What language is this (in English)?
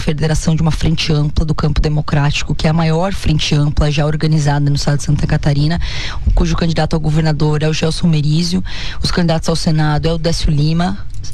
Portuguese